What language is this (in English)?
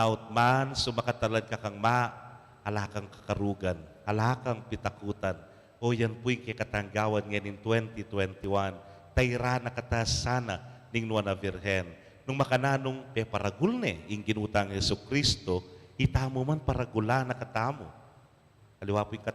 Pampanga